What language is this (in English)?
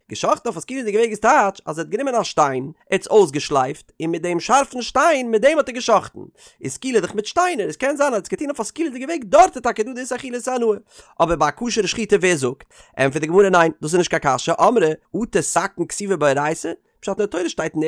Yiddish